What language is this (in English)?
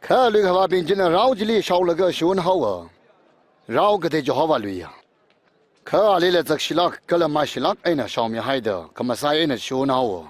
Tangkhul Naga (India)